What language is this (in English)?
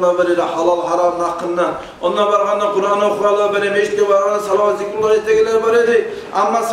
Kumyk